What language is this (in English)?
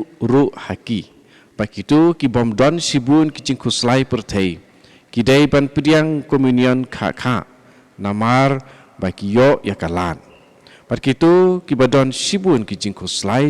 Khasi